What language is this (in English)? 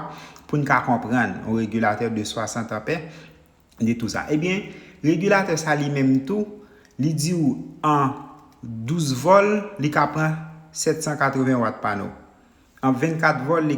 Haitian Creole